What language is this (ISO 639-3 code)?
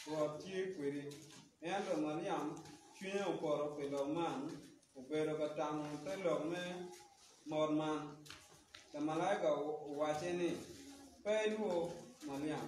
ach